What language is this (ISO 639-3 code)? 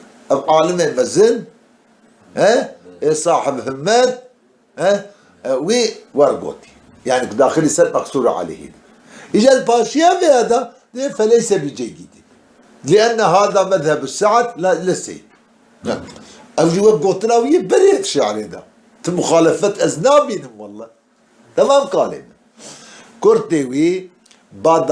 kur